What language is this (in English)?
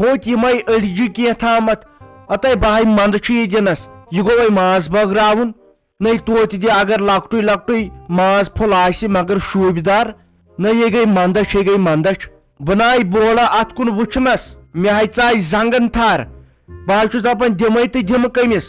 Kashmiri